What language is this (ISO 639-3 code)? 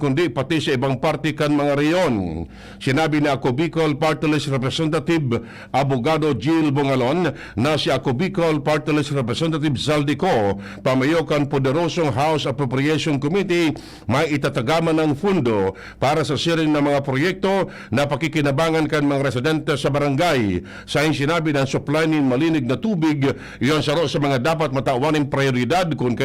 bik